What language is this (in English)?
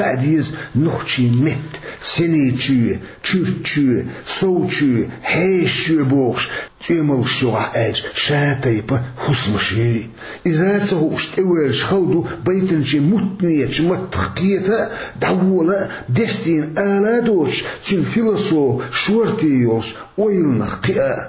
Chechen